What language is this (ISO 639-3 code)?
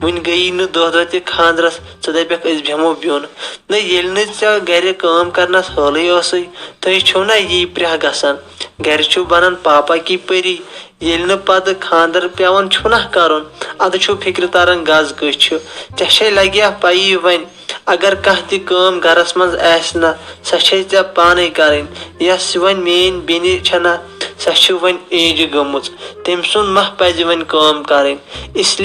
kas